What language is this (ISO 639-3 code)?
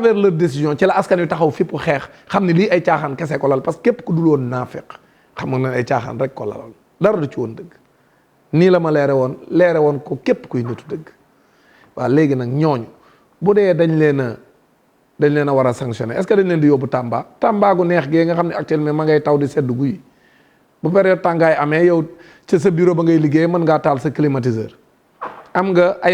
wol